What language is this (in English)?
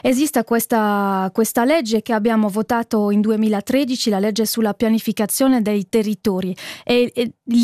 Italian